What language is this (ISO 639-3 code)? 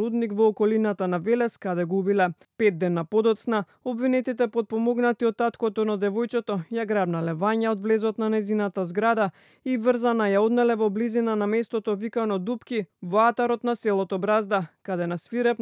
mkd